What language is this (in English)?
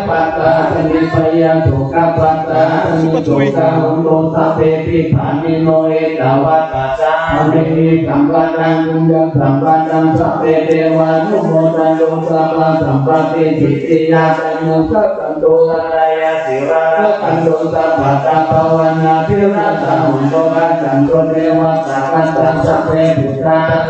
Pali